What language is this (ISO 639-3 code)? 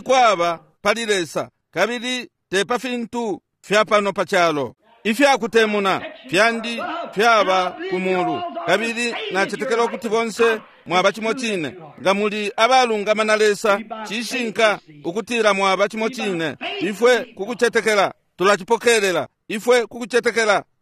bem